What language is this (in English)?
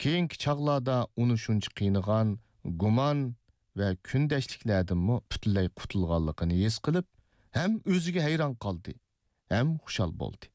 Uyghur